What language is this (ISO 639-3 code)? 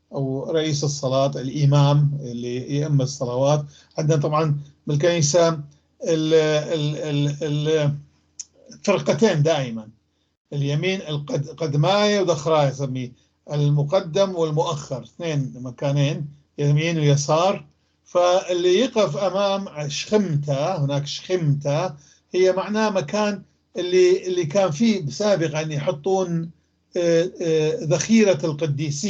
apc